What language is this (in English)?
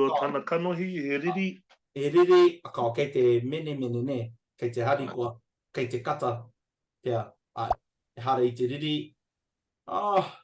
Māori